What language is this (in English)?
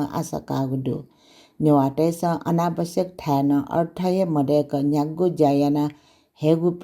Newari